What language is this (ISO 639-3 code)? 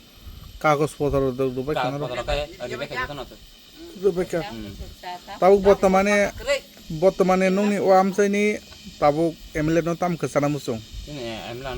trp